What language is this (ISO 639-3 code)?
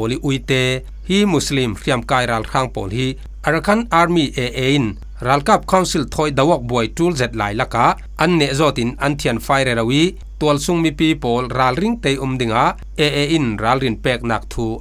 cfm